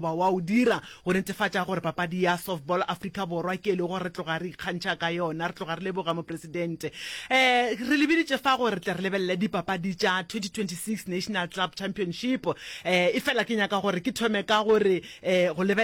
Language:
Northern Sotho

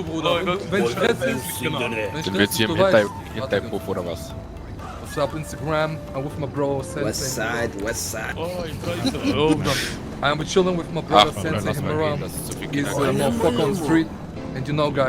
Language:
Swiss German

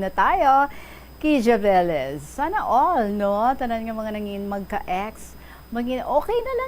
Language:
Hiligaynon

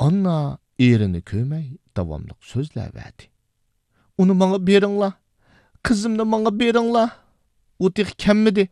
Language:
Uyghur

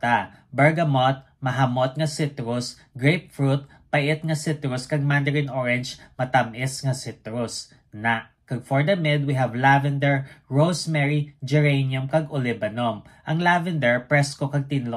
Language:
Hiligaynon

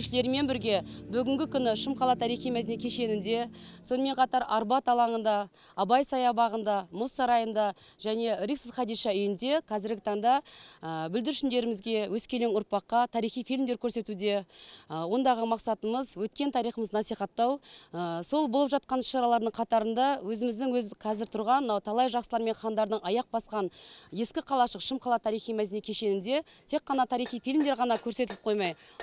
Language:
Kazakh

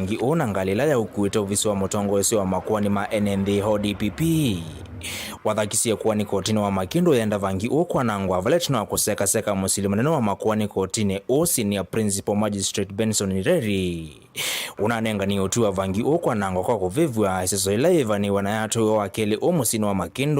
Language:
Kamba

